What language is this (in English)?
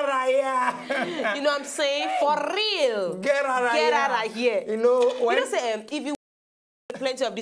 Nigerian Pidgin